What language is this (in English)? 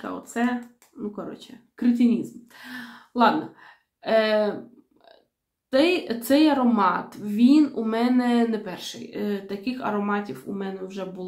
Ukrainian